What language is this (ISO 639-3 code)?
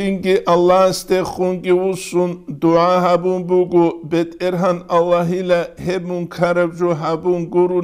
ava